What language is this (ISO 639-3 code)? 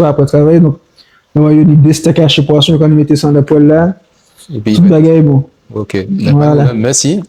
gcf